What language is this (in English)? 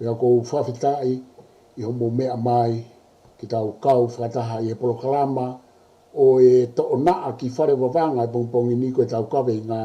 Tongan